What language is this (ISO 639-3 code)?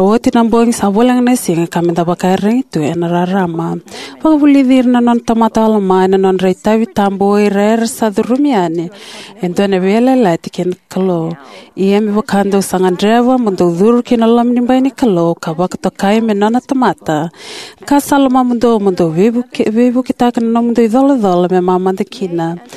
fij